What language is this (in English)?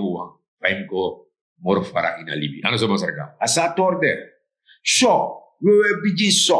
Sranan Tongo